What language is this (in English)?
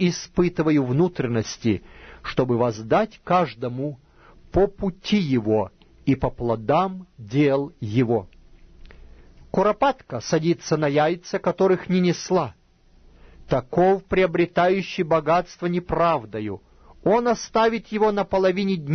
Russian